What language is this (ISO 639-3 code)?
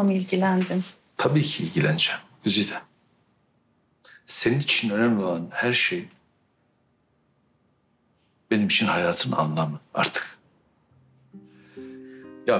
tur